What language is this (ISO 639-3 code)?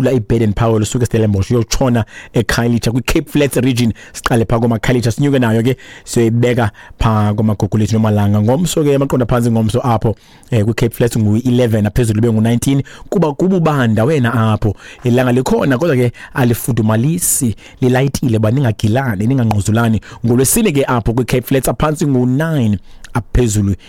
xho